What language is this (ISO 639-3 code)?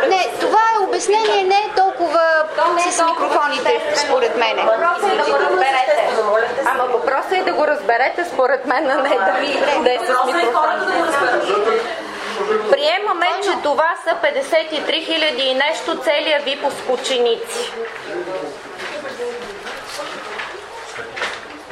bul